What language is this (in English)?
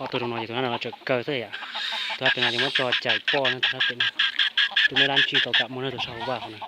Hmong